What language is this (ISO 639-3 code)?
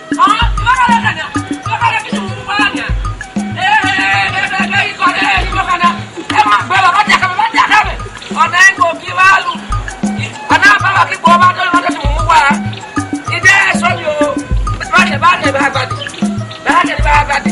ish